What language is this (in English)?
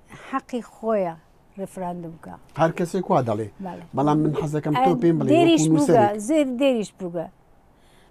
Central Kurdish